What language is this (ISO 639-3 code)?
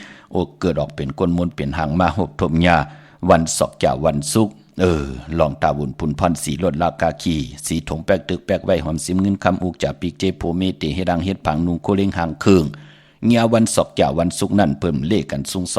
shn